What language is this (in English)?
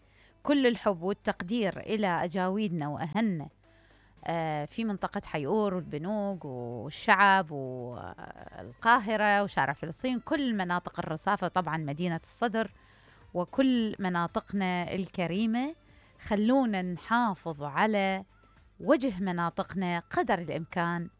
Mesopotamian Arabic